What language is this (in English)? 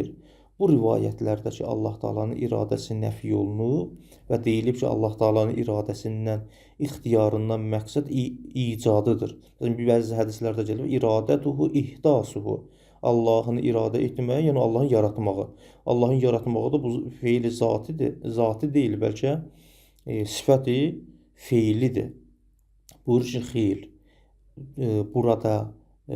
Azerbaijani